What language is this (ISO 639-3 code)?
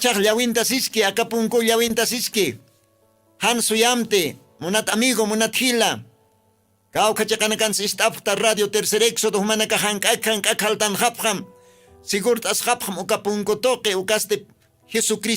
aym